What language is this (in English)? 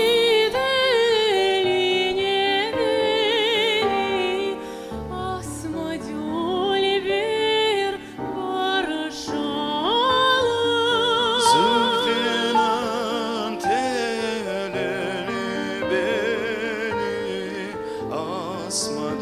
Crimean Tatar